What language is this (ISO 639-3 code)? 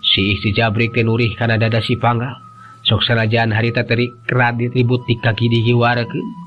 sun